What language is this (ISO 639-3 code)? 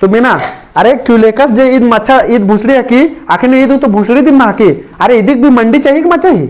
kru